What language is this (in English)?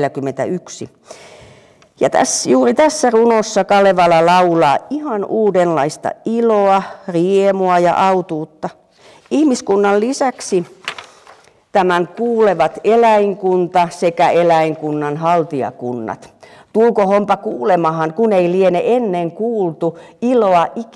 Finnish